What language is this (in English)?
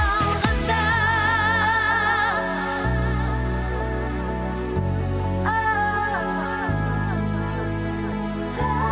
Kazakh